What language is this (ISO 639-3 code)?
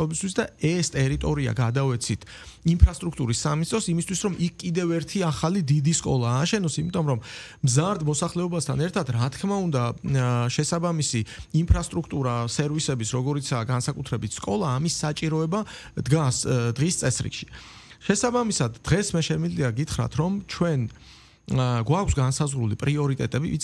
kat